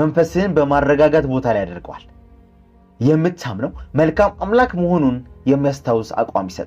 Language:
Amharic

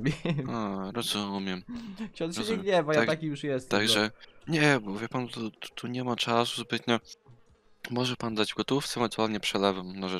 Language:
Polish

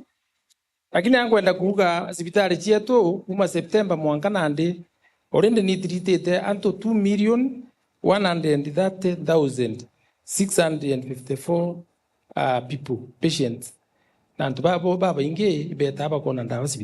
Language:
Meru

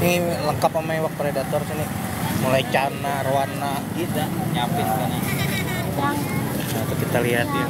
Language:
Banjar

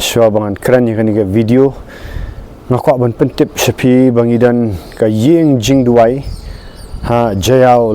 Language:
Khasi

